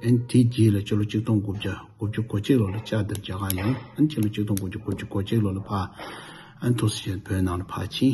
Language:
Tibetan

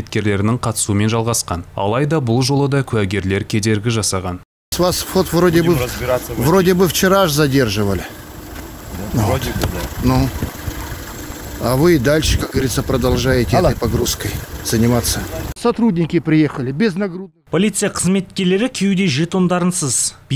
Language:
Kazakh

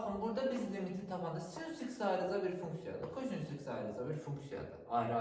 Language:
Azerbaijani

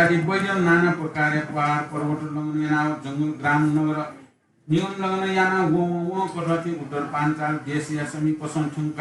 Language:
Newari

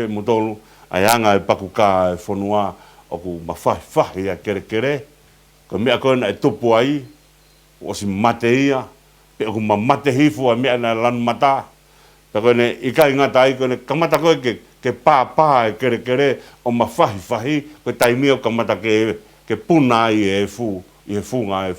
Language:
Tongan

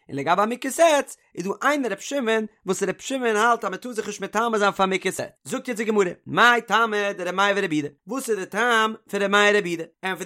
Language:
Yiddish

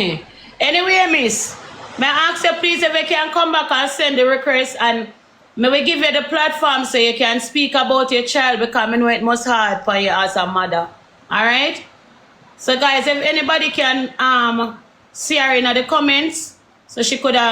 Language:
Jamaican Creole English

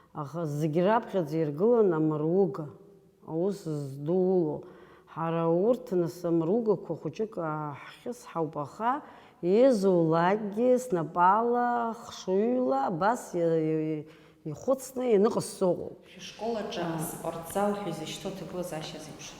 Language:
Abkhazian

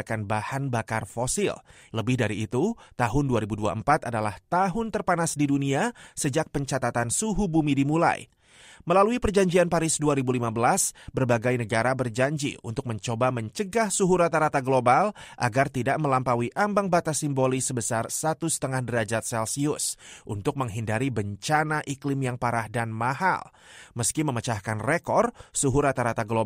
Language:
Indonesian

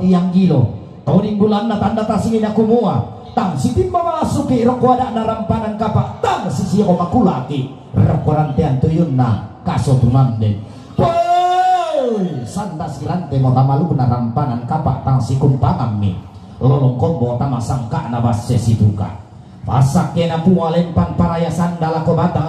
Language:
Toraja-Sa'dan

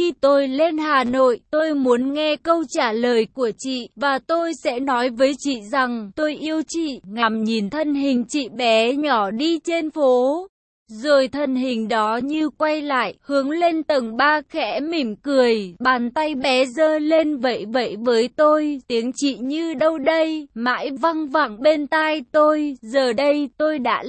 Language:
Vietnamese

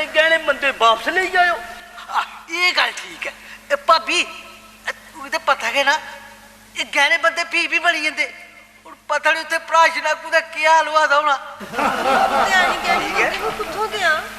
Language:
Dogri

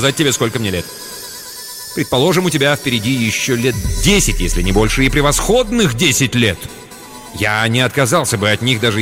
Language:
Russian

